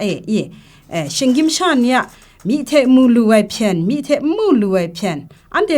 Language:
Kachin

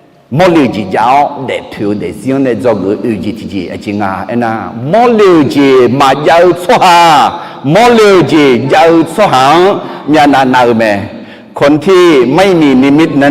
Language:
Akha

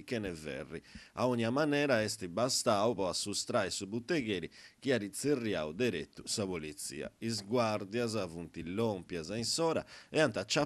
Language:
Sardinian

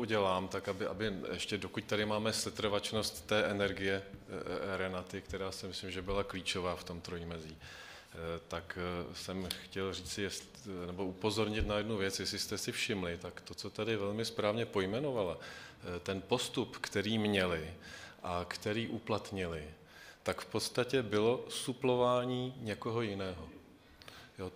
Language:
Czech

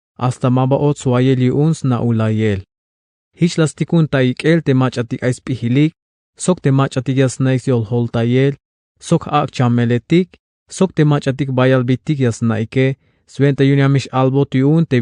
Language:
Tzeltal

